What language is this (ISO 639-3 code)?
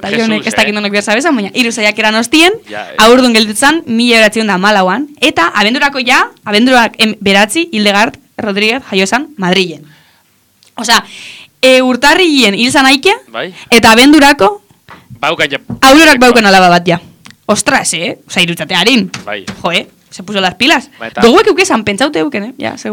eus